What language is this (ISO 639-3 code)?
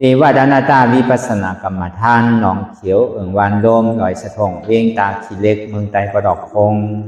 shn